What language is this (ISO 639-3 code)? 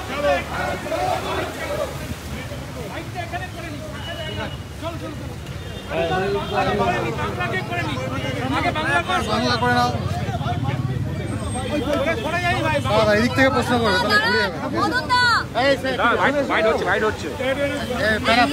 ben